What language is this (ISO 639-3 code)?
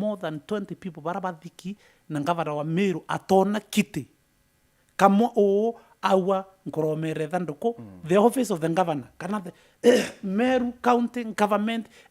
mer